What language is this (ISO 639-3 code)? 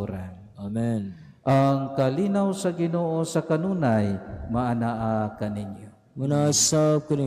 ceb